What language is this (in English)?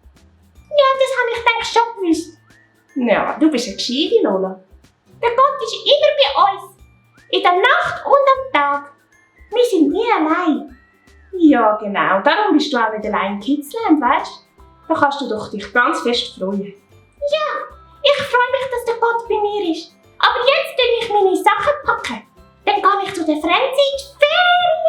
Swiss German